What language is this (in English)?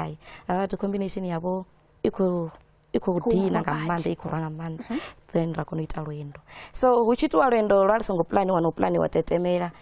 Venda